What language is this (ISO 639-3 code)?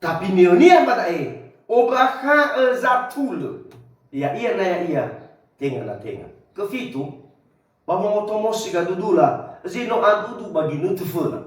nia